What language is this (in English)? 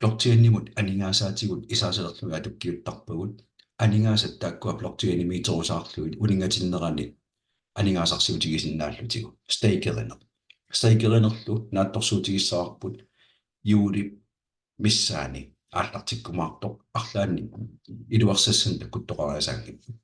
Kalaallisut